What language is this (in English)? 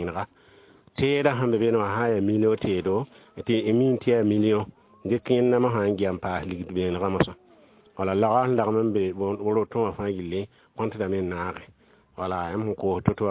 Mossi